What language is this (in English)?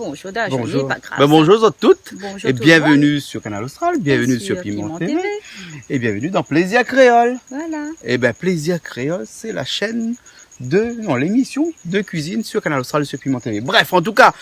Réunion Creole French